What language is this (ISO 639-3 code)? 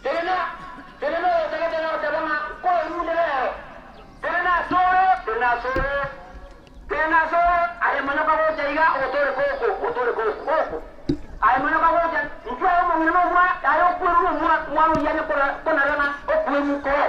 guz